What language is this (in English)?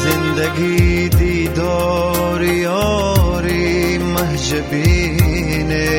Tajik